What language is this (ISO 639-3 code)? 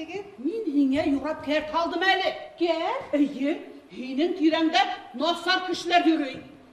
bak